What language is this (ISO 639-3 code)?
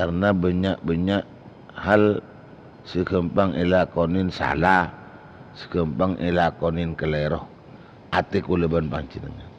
mad